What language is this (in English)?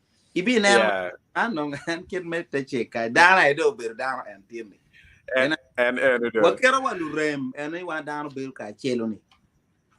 Acoli